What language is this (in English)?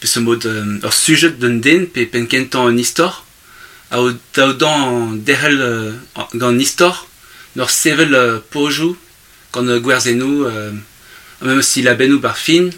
Breton